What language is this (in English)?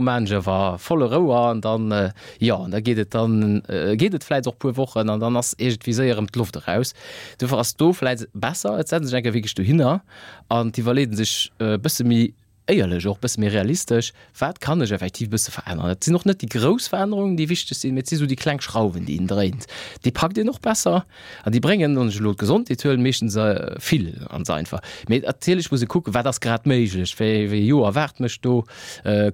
Luxembourgish